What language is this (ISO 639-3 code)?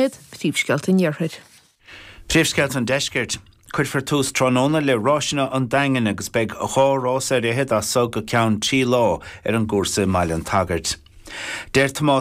gle